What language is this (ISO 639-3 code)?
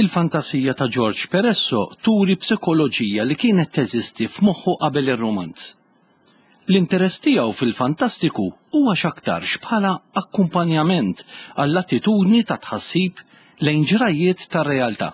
mlt